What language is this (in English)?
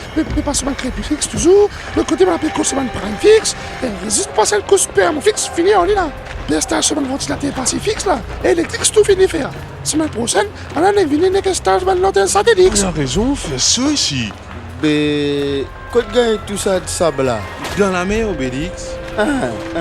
Morisyen